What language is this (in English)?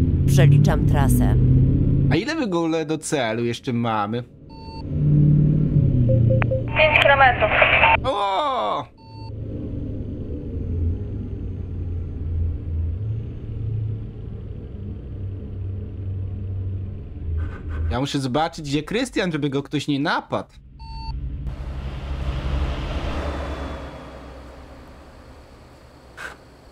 Polish